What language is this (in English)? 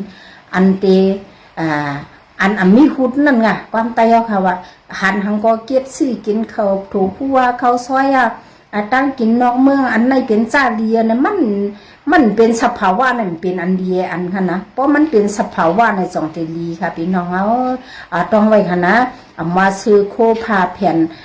Shan